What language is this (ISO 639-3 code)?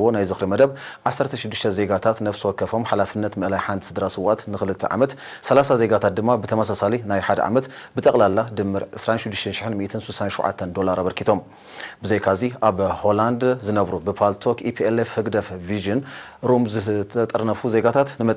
tir